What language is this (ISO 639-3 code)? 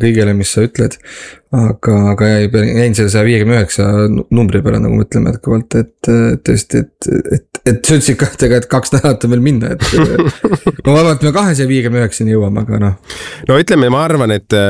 est